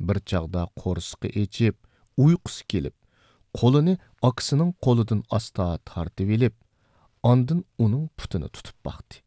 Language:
Uyghur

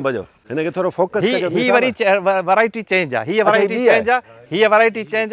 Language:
Sindhi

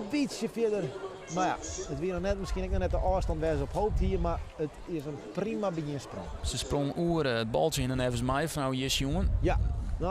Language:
Western Frisian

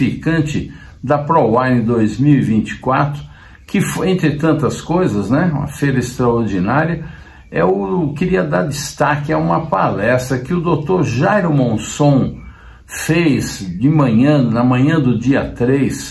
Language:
Portuguese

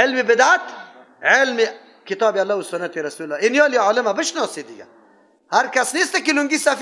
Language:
Persian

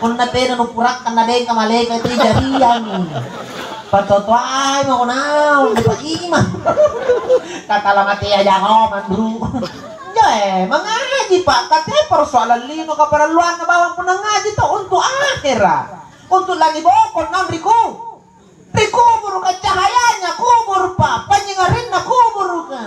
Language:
Makasar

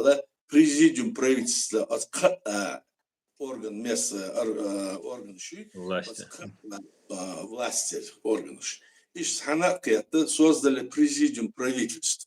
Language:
Chechen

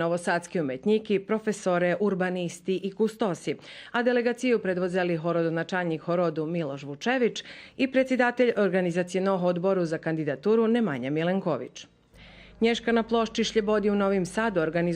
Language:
Rusyn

